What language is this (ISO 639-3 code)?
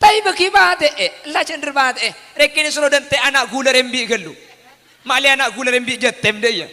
mad